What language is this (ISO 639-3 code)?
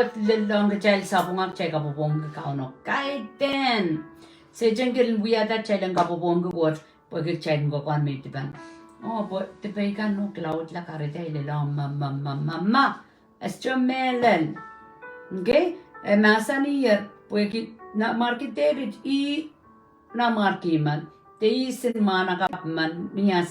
pon